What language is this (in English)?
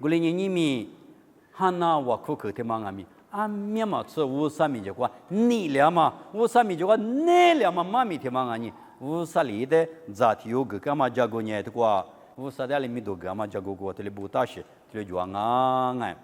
Lisu